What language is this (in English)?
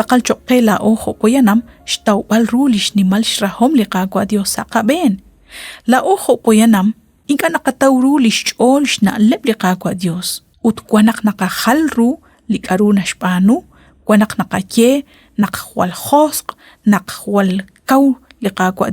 Kekchí